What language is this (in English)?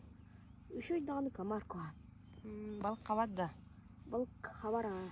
Yakut